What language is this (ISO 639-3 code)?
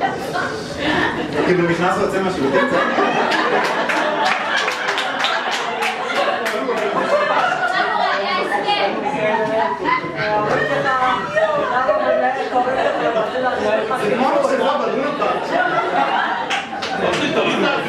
heb